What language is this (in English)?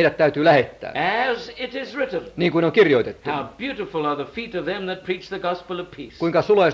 Finnish